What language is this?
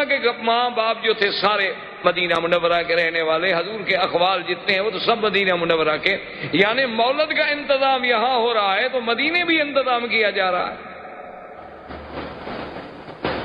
Urdu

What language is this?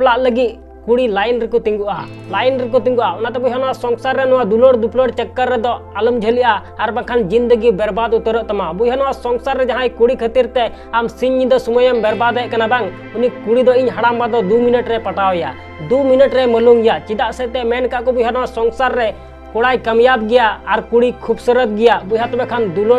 Santali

